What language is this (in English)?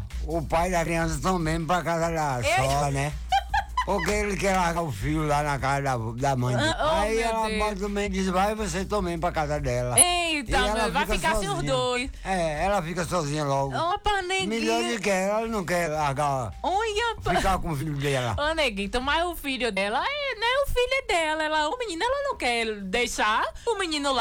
Portuguese